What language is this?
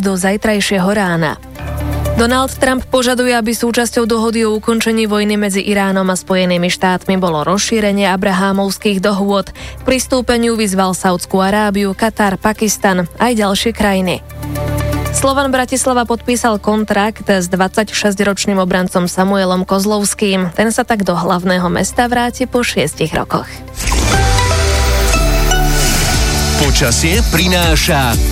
Slovak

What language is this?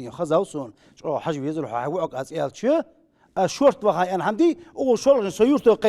Ingush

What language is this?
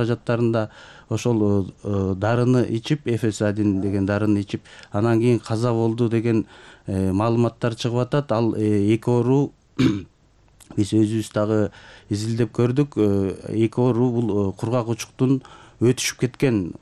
Kyrgyz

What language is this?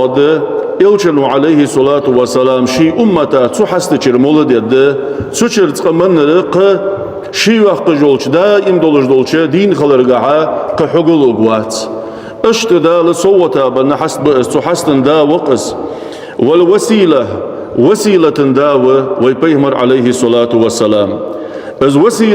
Ingush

